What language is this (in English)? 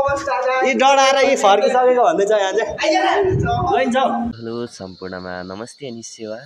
Nepali